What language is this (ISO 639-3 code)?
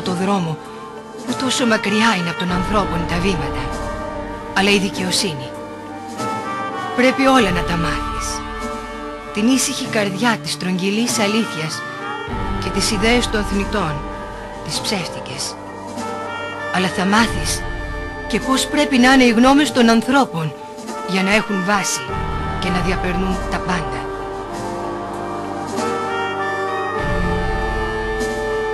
ell